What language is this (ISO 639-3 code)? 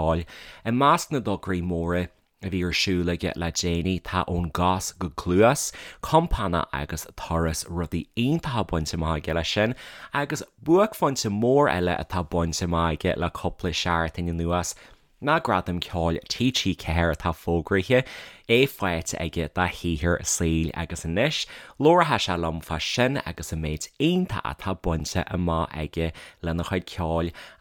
gle